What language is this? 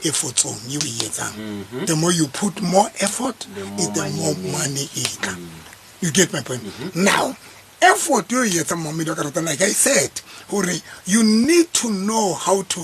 Southern Sotho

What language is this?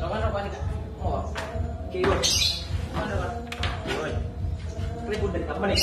Madurese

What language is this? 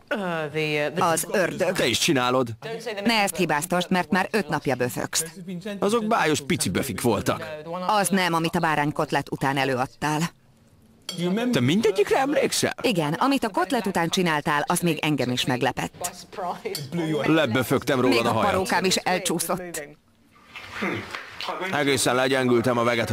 Hungarian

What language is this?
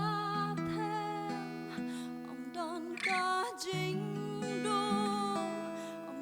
Khasi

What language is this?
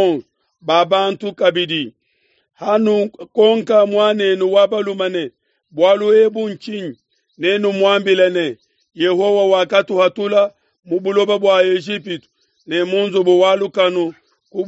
Luba-Lulua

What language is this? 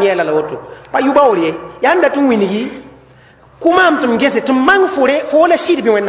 Mossi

